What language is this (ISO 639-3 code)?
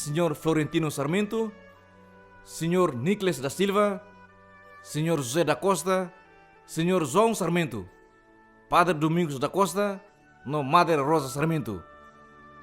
tet